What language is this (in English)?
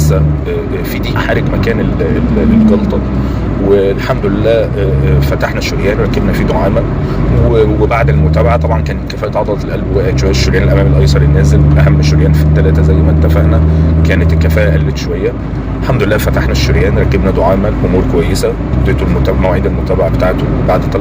Egyptian Arabic